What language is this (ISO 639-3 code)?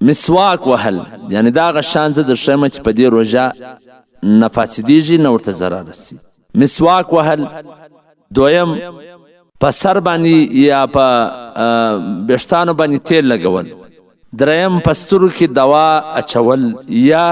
pus